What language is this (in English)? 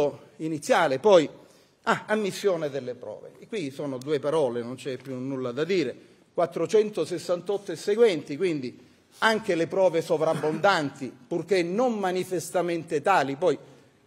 Italian